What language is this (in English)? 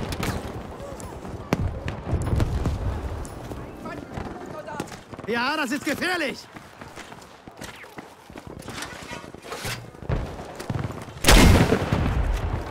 German